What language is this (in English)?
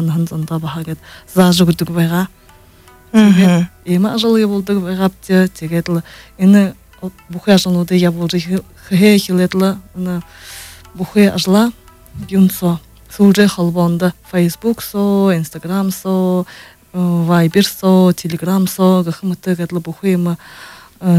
Buriat